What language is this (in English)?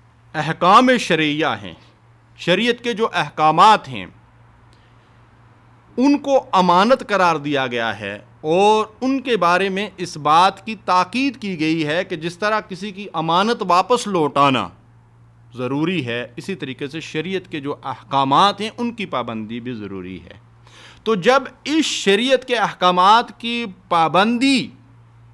Urdu